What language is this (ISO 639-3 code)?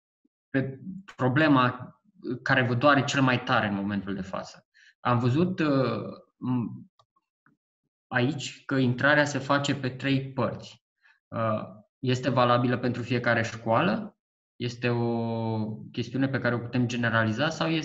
ron